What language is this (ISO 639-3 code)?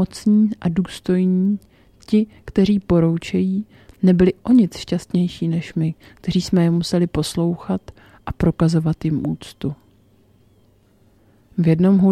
ces